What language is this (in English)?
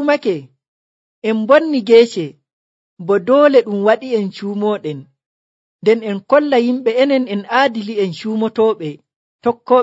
Nigerian Fulfulde